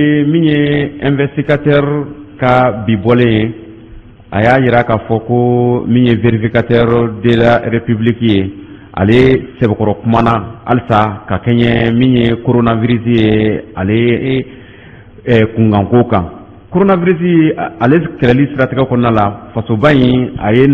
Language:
Bambara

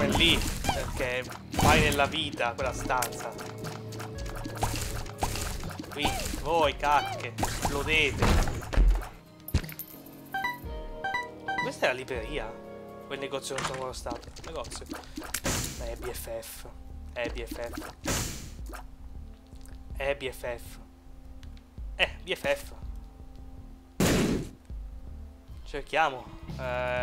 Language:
Italian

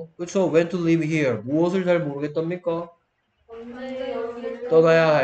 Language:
Korean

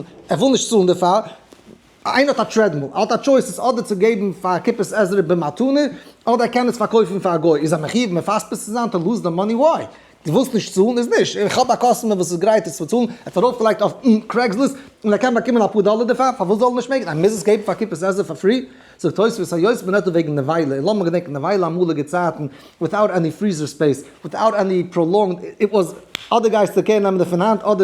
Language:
Yiddish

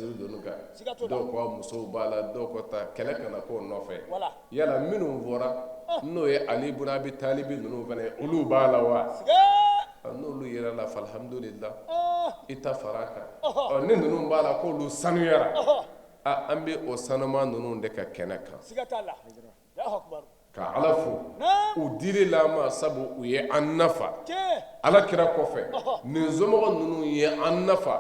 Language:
Bambara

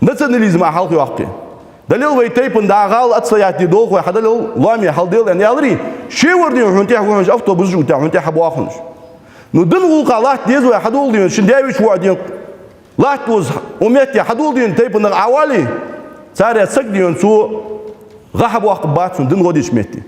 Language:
Ingush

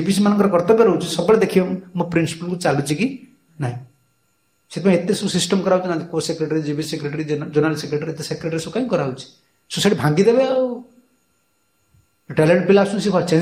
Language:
Odia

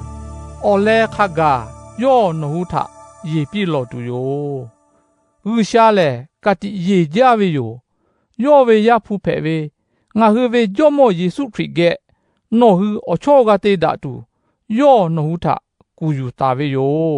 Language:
Lahu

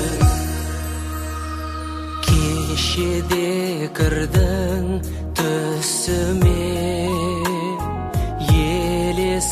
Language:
Kazakh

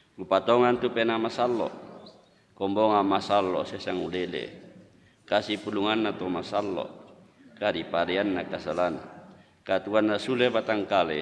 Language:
Toraja-Sa'dan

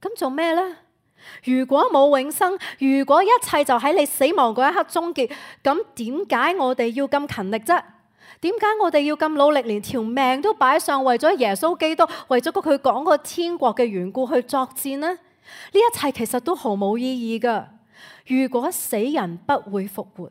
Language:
Cantonese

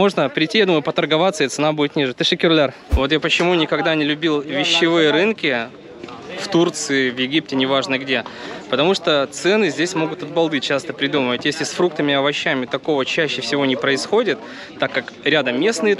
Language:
Russian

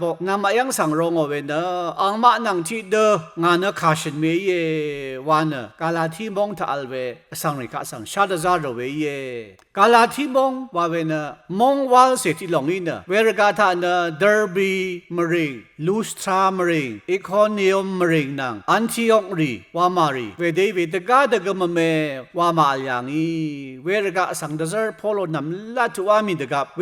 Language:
Rawang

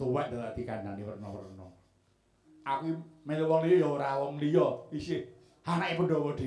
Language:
Javanese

